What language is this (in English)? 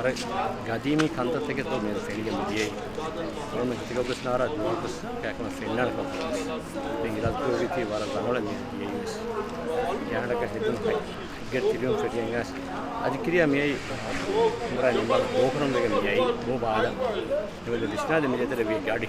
Divehi